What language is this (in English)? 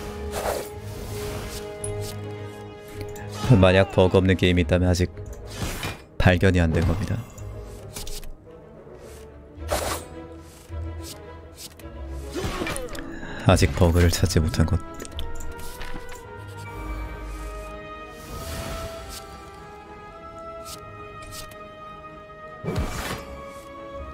Korean